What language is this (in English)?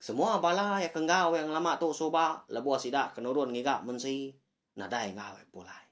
Iban